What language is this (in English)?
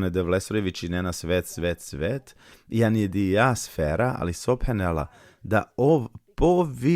Balkan Romani